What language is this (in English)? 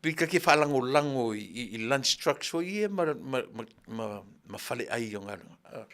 Samoan